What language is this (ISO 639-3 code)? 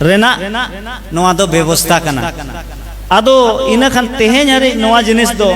sat